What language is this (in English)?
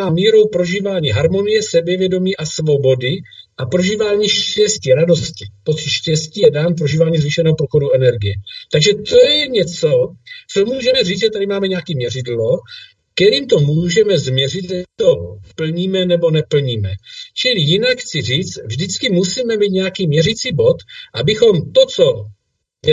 Czech